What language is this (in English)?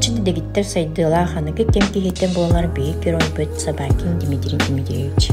Yakut